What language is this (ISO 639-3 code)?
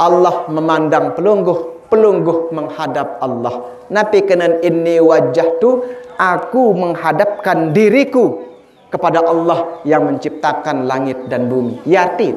sas